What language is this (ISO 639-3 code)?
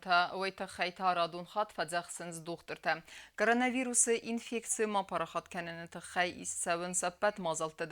oss